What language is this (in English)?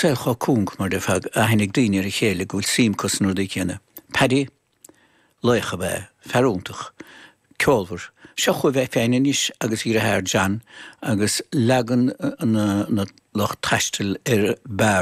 Irish